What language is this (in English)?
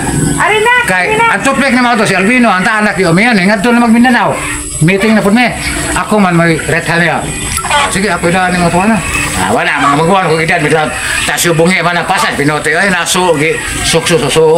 Cebuano